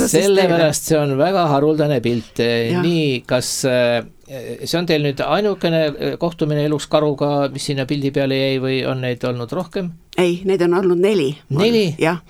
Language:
Estonian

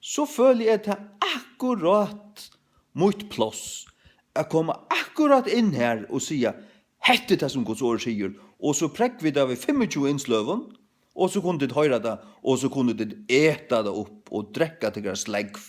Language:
Faroese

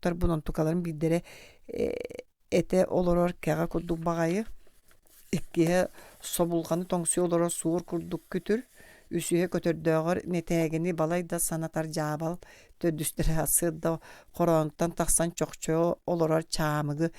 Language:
Yakut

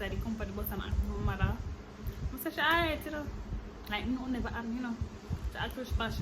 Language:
Jamaican Creole English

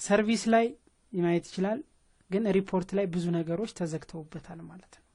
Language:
Amharic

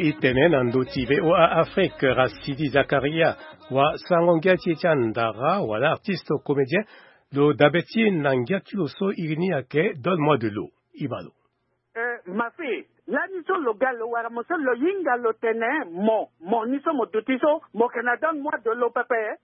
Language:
Sango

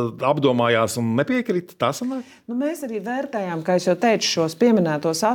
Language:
Latvian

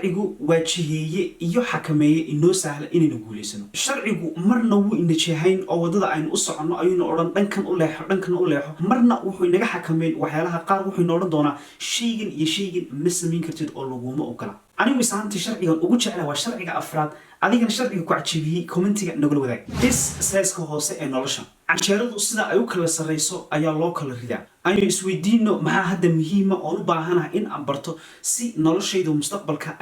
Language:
Somali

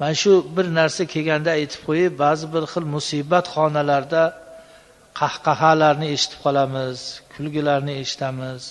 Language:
Uzbek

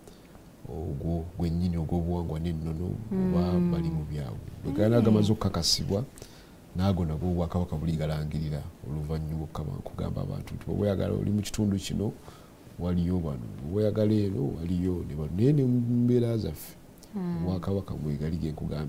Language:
Ganda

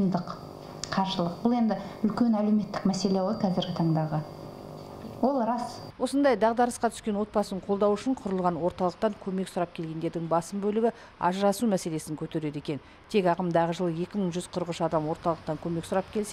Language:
Kazakh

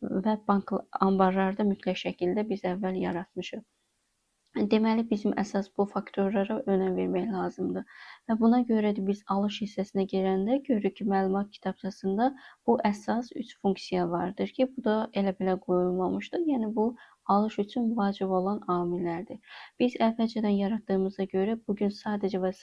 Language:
Azerbaijani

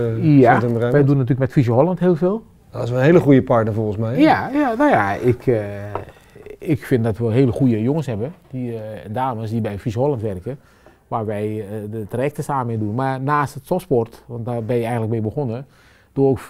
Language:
Dutch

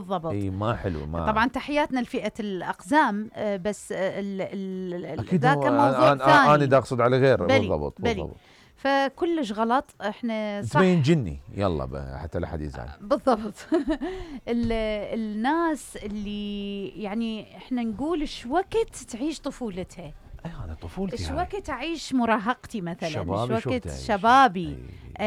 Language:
Mesopotamian Arabic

